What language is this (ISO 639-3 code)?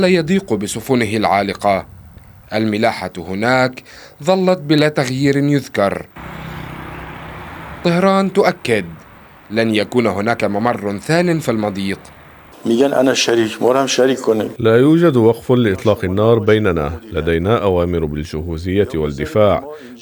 ara